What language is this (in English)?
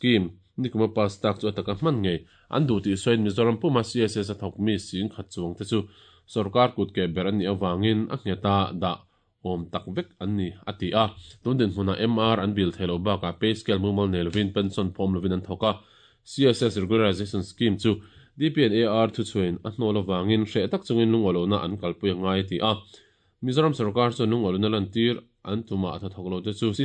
Mizo